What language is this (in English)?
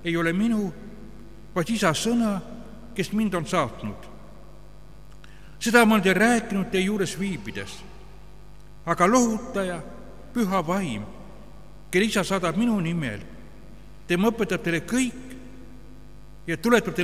Estonian